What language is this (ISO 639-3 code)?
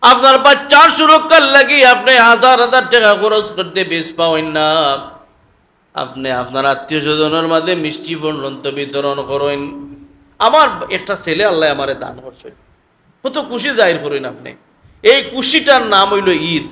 syl